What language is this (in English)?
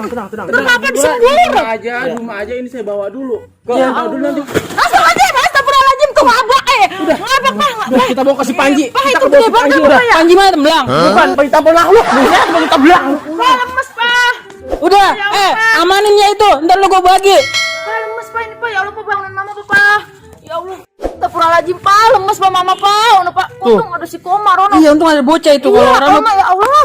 Betawi